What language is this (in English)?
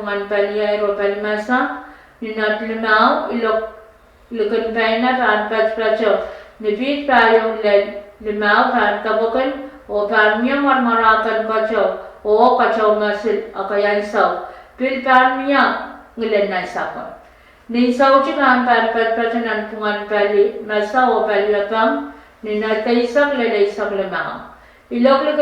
Pohnpeian